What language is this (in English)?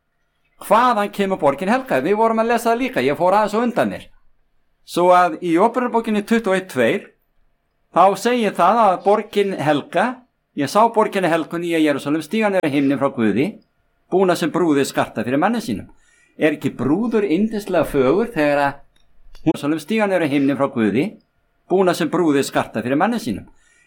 Icelandic